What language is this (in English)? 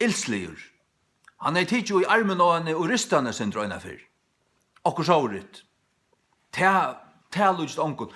Faroese